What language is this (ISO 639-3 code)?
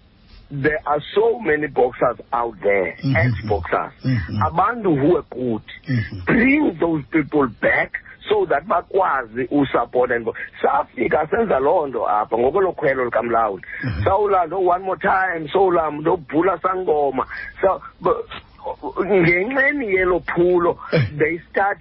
xho